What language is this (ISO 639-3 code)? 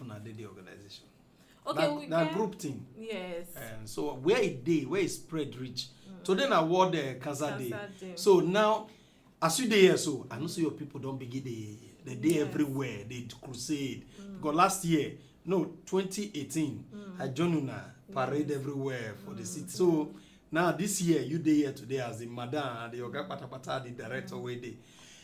pcm